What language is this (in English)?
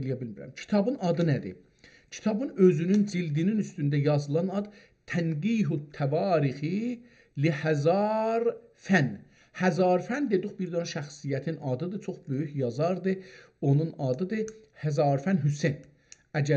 South Azerbaijani